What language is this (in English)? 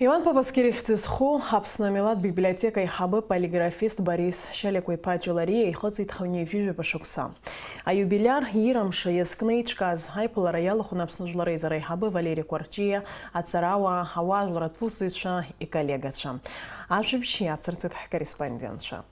Abkhazian